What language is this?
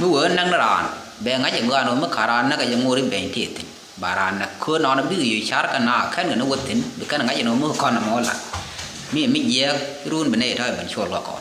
Nuer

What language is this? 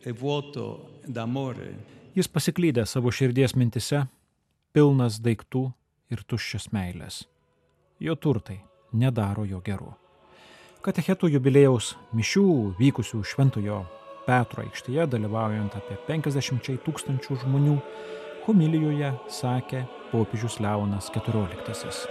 Lithuanian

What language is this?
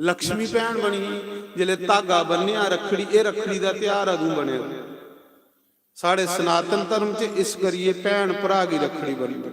Dogri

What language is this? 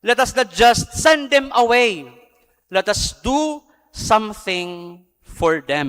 Bikol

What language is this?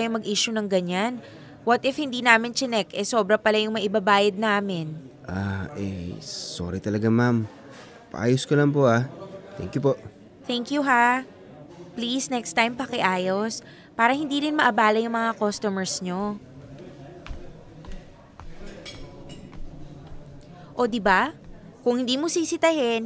Filipino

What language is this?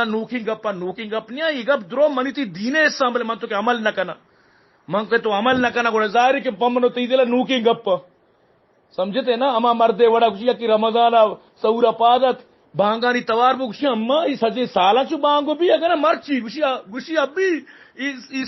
Baluchi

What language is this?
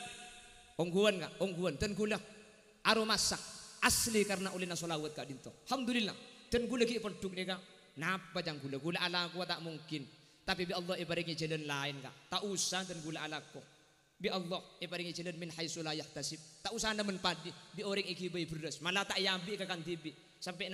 Madurese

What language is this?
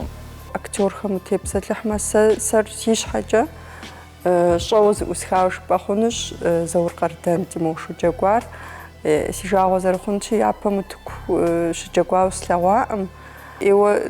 Kabardian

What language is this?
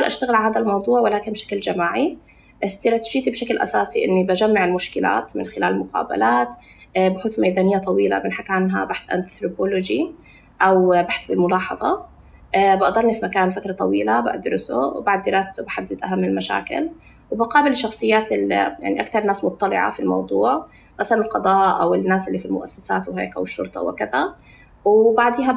North Levantine Arabic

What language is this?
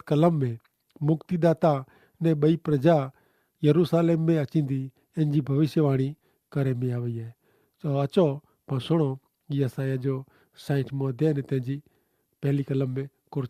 Kachhi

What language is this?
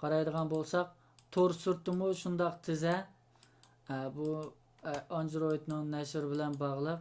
Uyghur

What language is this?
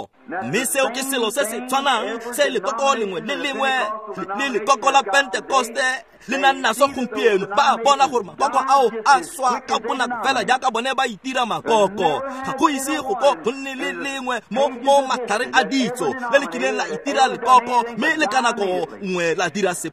Tswana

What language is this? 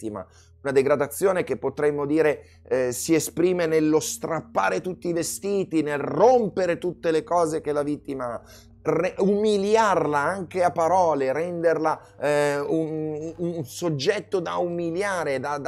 Italian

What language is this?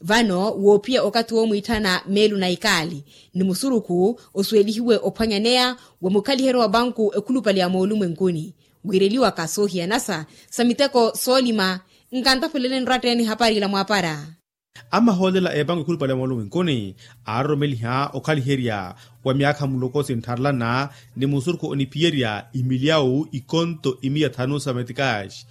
Makhuwa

